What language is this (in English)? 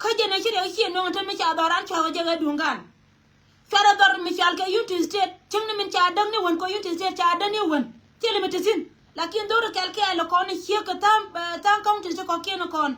Nuer